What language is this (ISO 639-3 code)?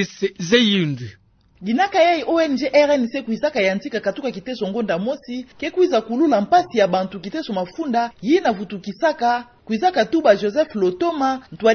ktu